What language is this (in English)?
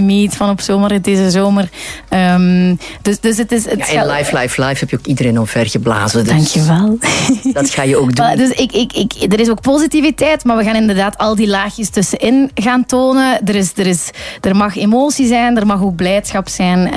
Dutch